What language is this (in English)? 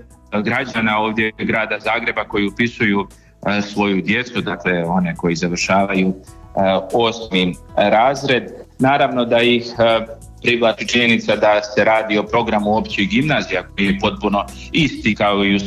Croatian